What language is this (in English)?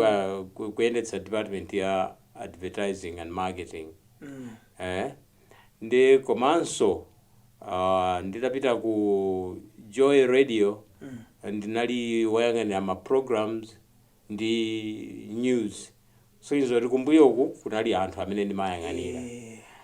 Nyanja